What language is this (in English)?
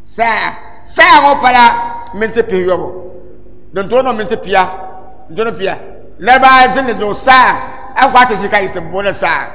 Dagbani